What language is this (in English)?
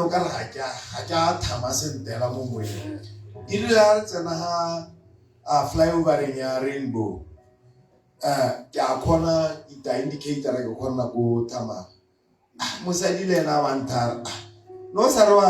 Tswana